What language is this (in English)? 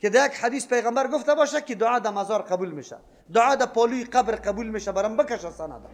Persian